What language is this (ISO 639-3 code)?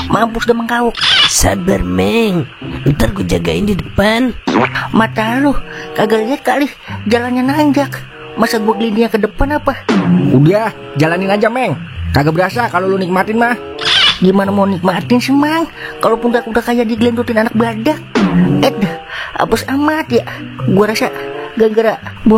bew